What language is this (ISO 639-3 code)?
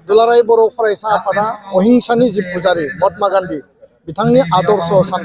brx